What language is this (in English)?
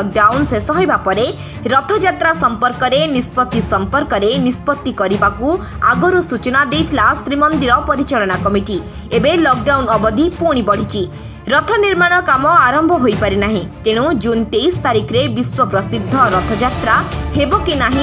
Odia